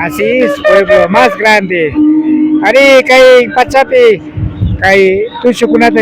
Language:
Imbabura Highland Quichua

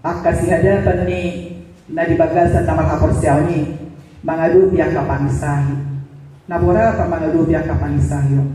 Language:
Batak Toba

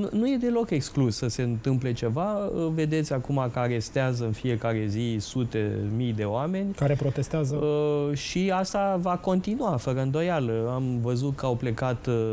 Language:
Romanian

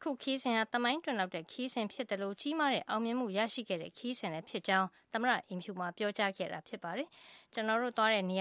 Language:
Burmese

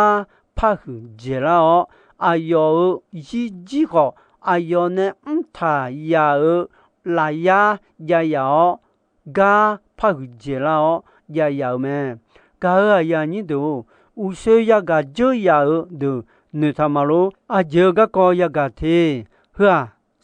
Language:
Akha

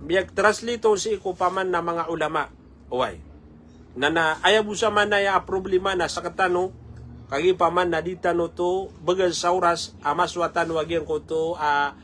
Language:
Maranao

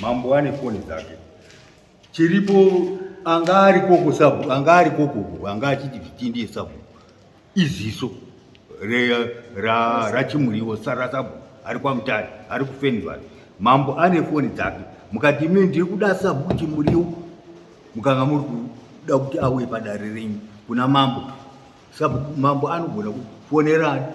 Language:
Shona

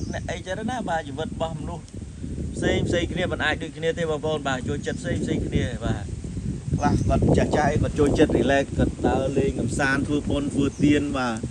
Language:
Khmer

